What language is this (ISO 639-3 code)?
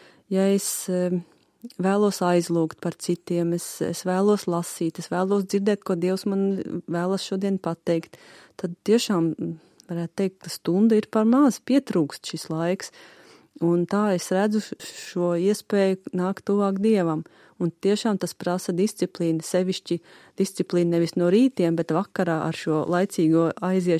lav